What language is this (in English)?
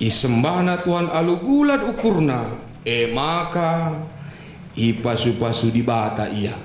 Batak Karo